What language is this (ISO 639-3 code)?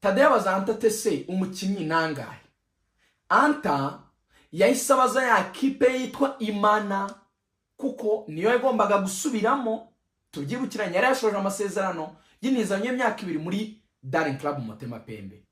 kin